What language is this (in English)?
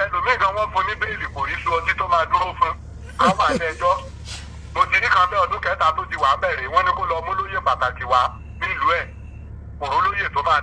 Yoruba